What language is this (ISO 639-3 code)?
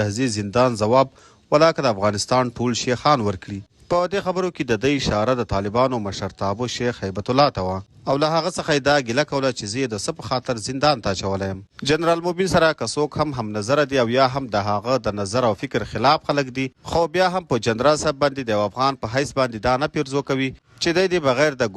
pus